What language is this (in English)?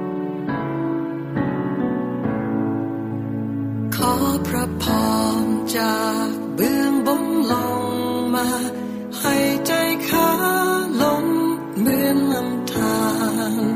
Thai